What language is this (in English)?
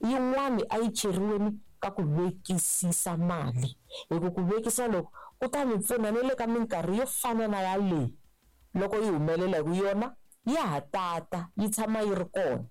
Tsonga